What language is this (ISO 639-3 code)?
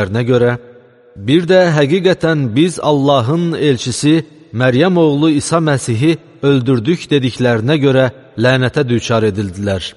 aze